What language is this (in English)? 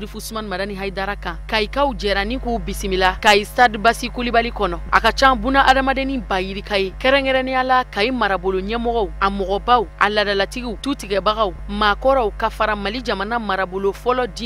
Bambara